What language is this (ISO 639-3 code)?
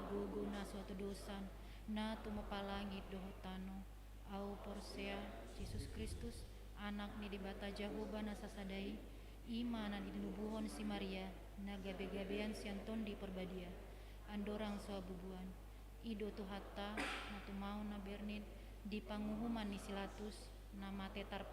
bbc